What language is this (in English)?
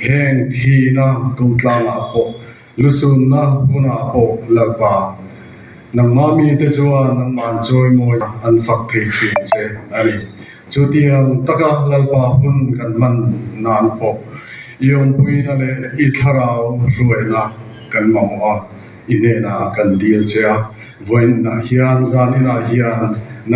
Mizo